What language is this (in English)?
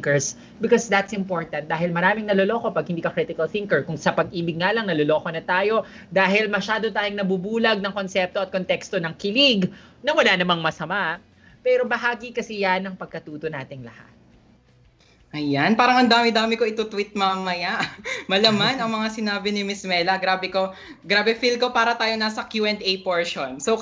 Filipino